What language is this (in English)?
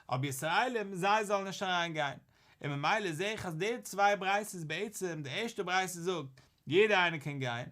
Yiddish